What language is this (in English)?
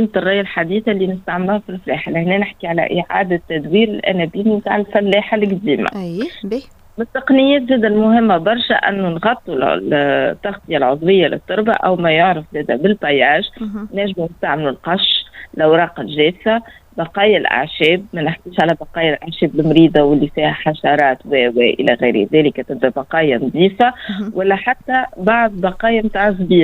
Tunisian Arabic